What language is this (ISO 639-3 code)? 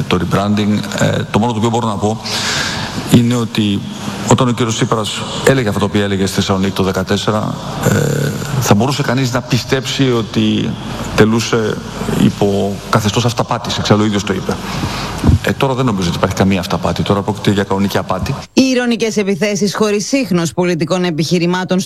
ell